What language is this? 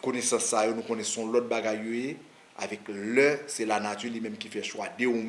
Haitian Creole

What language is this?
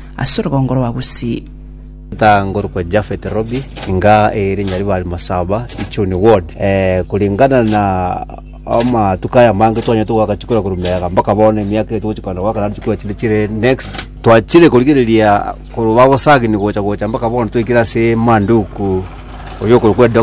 Gusii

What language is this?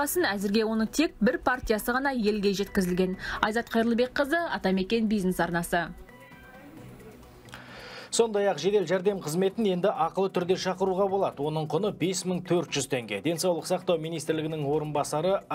Kazakh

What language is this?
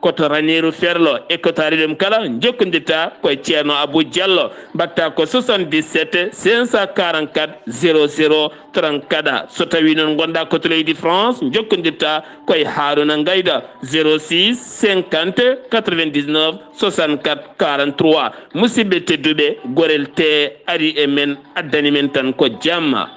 Fula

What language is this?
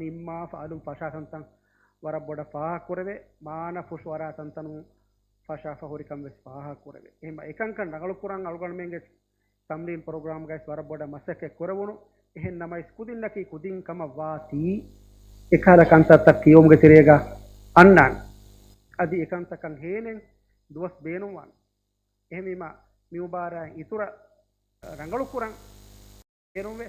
Divehi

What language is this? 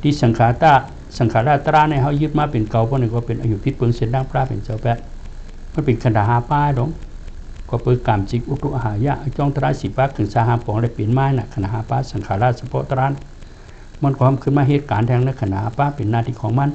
Shan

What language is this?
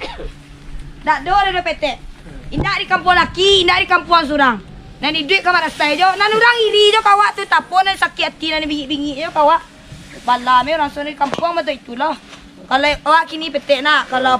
Minangkabau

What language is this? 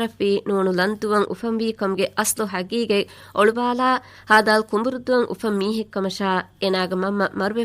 Divehi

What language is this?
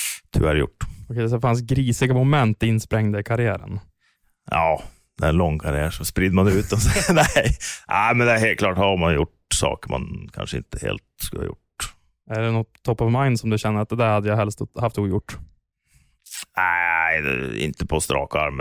Swedish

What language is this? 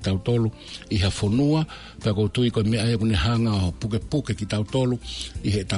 Tongan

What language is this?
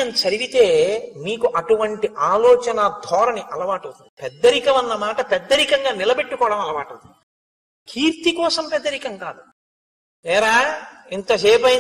Telugu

